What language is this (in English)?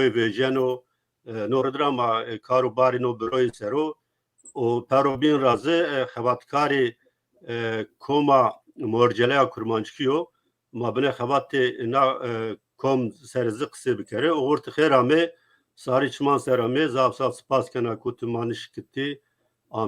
Zaza